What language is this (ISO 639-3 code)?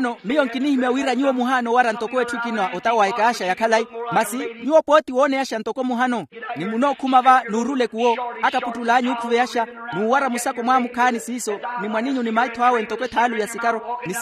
vmw